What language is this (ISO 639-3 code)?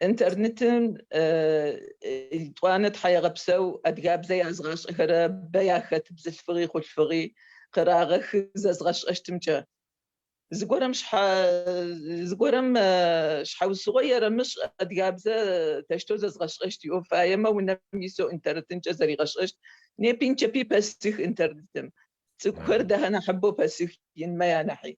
ady